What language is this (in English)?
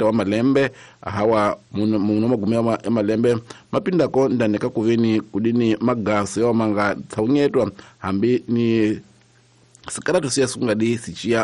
Tsonga